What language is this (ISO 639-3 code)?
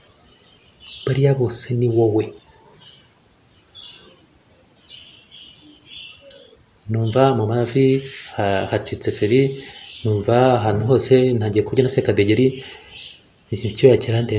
kin